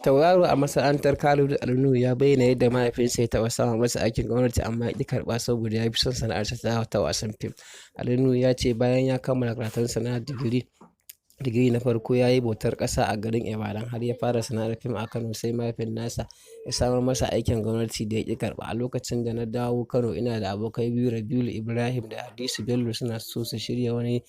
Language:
Hausa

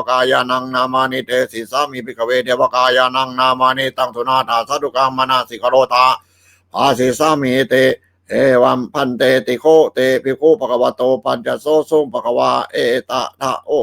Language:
Pali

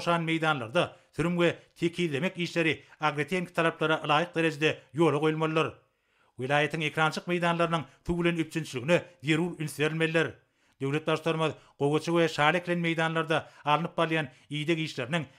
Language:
Turkmen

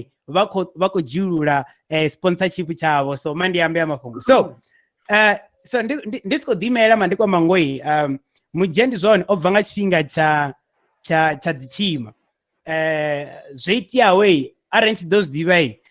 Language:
Venda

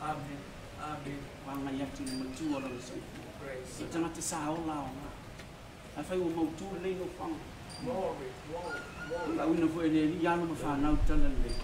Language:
Samoan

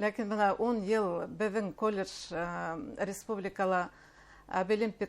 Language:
Bashkir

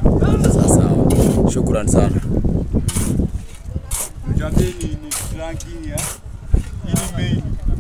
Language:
Swahili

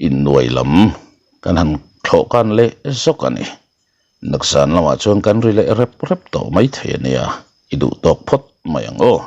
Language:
Mizo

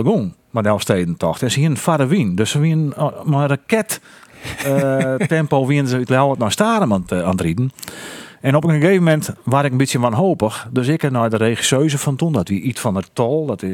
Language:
Western Frisian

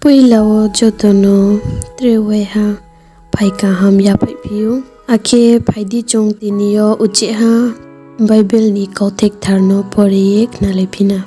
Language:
Riang (India)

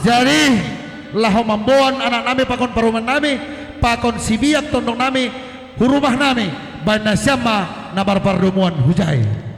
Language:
Batak Simalungun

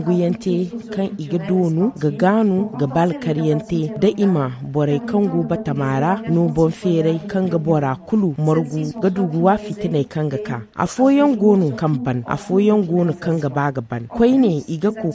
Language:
Zarma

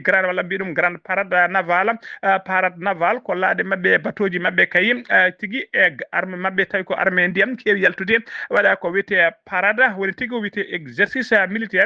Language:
Fula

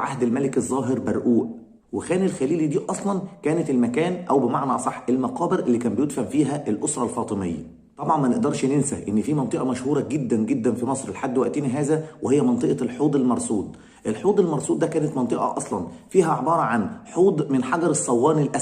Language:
Egyptian Arabic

